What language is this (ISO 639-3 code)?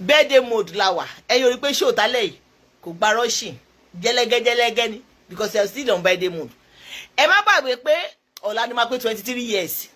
yor